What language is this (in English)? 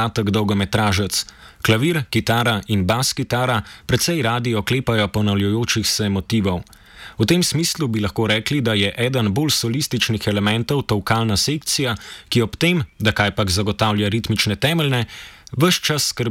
Slovenian